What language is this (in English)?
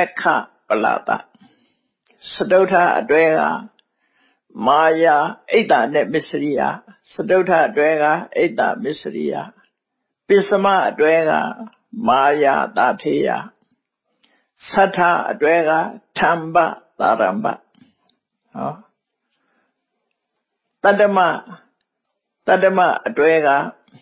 Burmese